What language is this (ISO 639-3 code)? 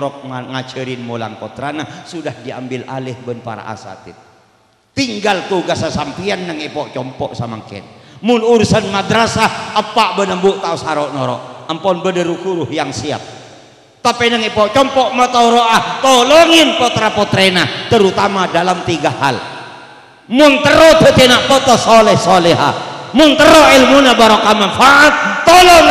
mad